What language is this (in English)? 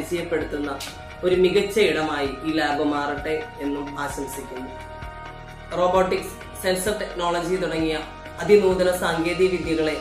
Malayalam